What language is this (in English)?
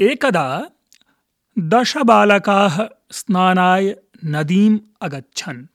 Sanskrit